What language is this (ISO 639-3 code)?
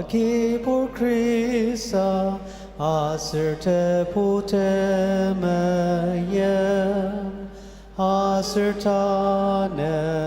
njo